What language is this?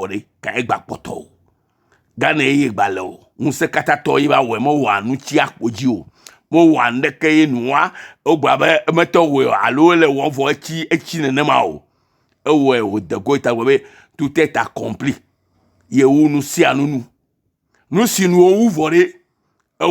Ewe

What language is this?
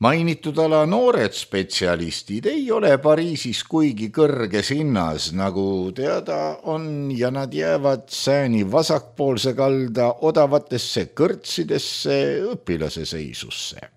Estonian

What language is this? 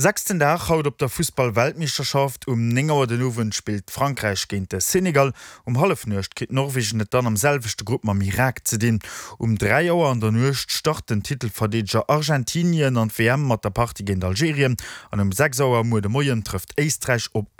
Luxembourgish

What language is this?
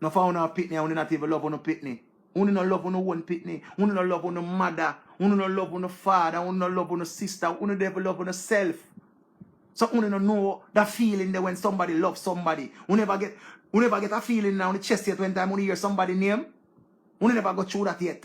Jamaican Creole English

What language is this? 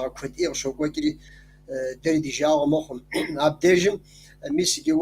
Kabardian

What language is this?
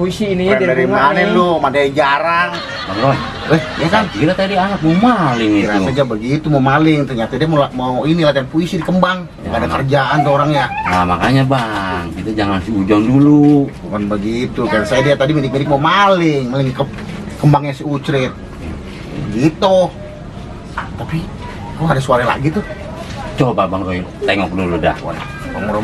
Betawi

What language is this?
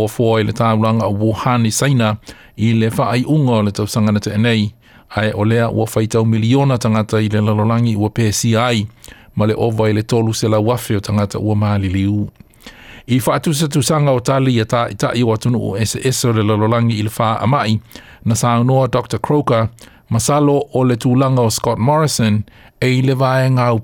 Samoan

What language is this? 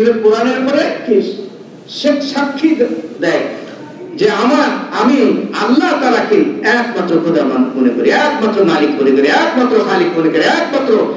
Bangla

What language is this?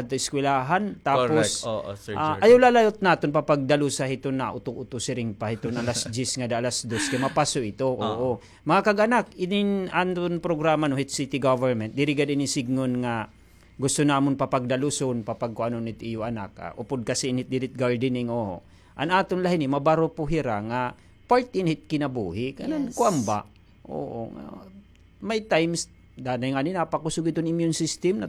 Waray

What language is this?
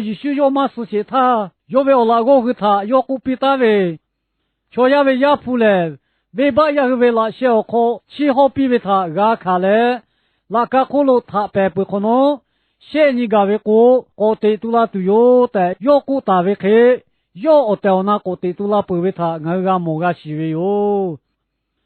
Lahu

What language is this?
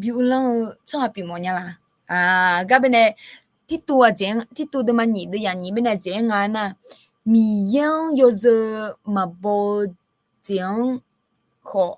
Akha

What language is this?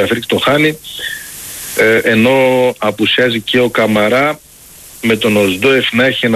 Greek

